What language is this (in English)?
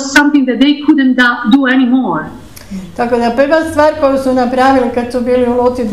Croatian